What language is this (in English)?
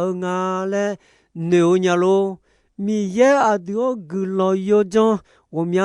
Akha